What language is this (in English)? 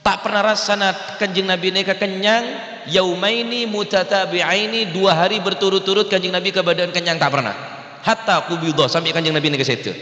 Madurese